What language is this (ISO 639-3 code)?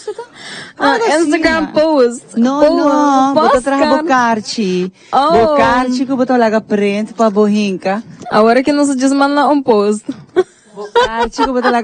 pap